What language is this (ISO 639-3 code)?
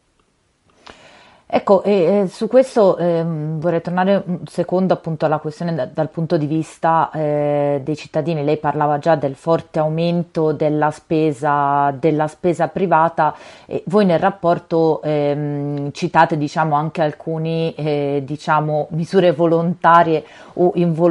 ita